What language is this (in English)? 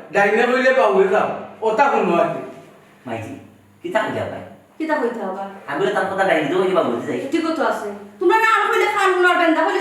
Sylheti